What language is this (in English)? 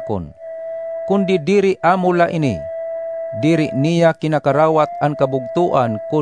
Waray